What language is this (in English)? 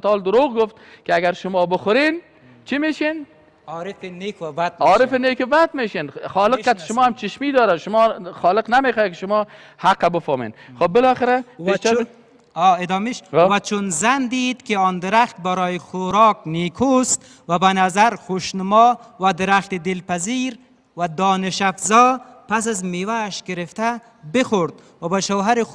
Persian